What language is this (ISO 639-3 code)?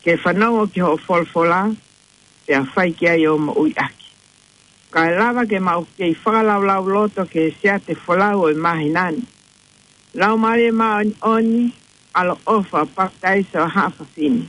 ton